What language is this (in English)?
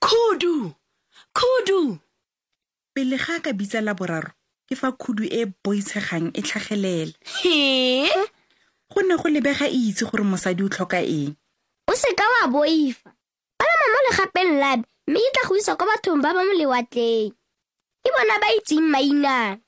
Tswana